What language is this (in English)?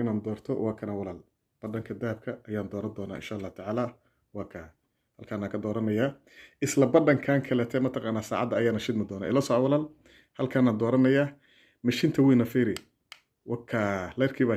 Somali